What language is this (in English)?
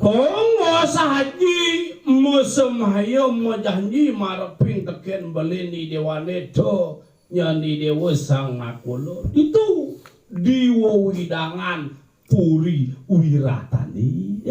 Balinese